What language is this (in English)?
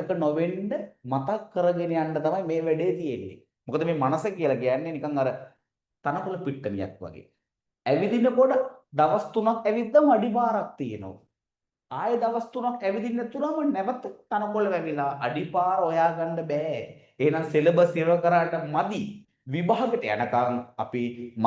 Sinhala